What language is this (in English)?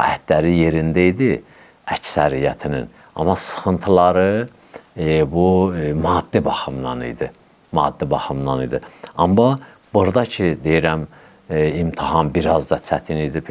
Azerbaijani